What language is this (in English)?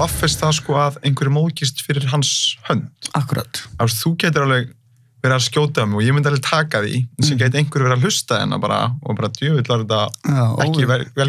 Icelandic